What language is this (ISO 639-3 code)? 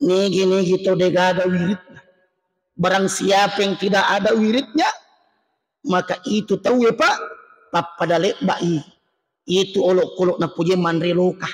bug